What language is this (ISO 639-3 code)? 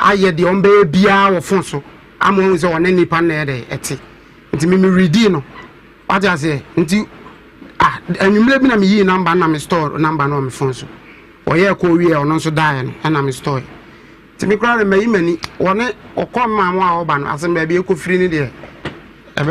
aka